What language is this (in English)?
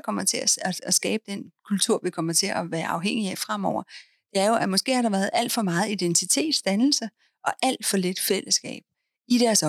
Danish